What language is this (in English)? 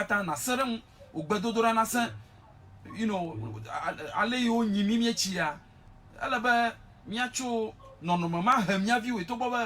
Ewe